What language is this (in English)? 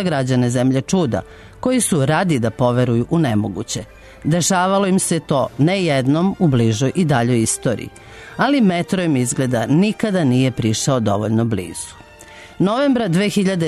Serbian